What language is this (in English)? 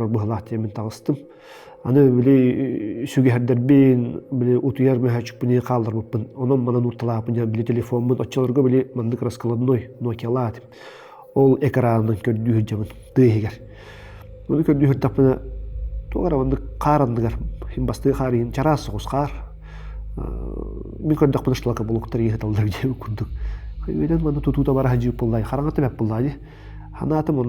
Yakut